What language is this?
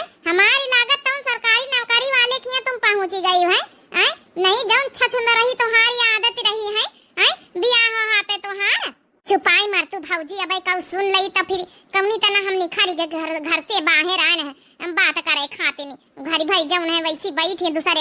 Awadhi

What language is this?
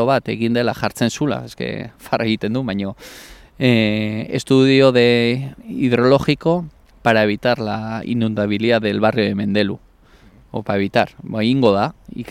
Basque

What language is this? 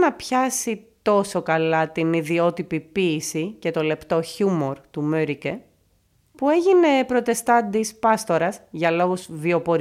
Greek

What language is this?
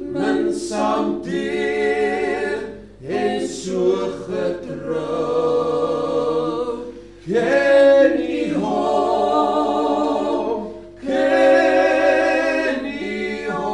Afrikaans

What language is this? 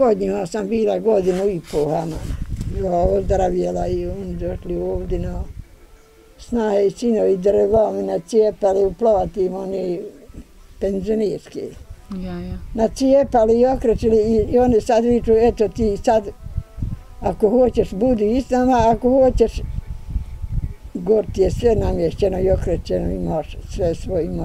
Bosnian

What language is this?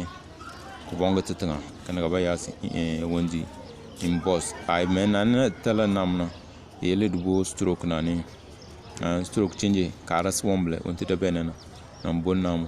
Tem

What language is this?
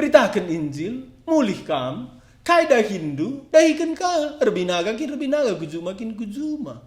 Batak Karo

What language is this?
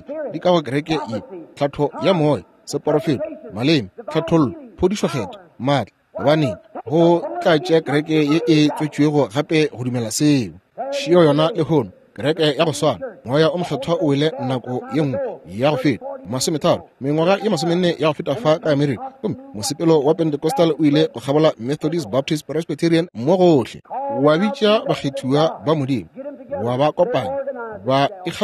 Northern Sotho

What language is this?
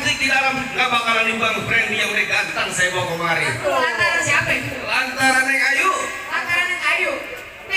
Betawi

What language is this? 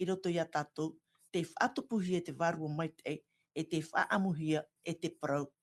Tahitian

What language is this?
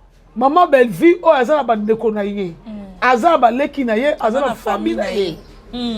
Lingala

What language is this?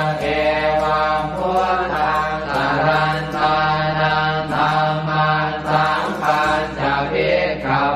Pali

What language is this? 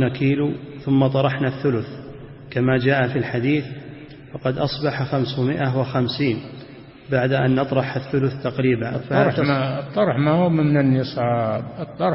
Arabic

